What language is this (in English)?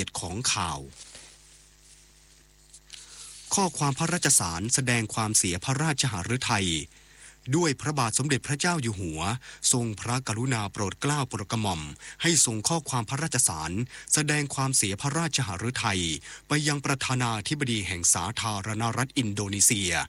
Thai